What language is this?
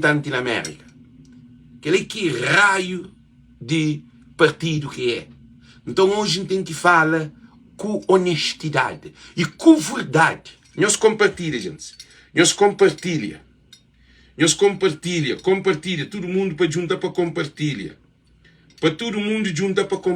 Kabuverdianu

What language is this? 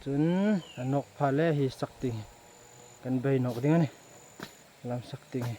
Hmar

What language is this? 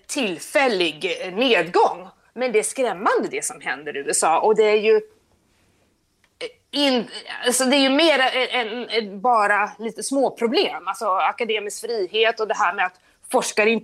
Swedish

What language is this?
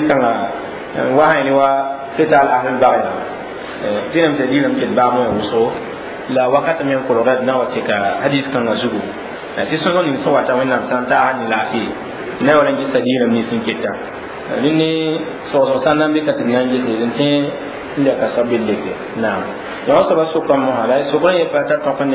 Mossi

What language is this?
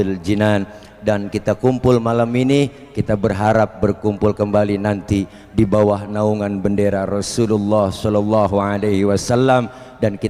Betawi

